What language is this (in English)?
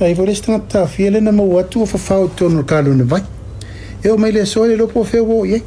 Samoan